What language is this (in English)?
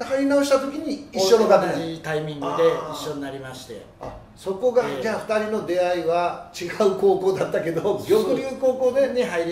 Japanese